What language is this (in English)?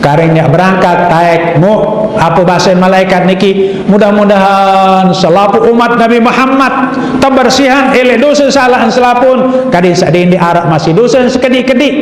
Sasak